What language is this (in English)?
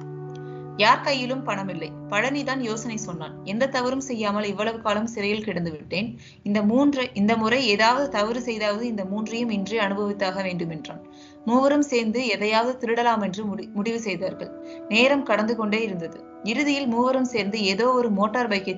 Tamil